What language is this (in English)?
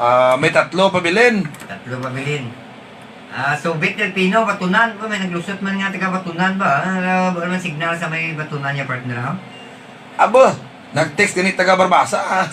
Hiligaynon